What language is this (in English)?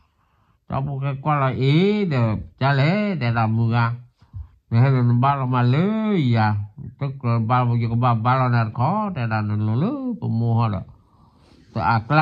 S'gaw Karen